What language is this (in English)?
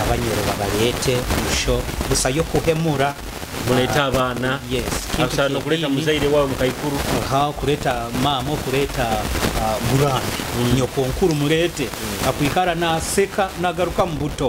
Nyoro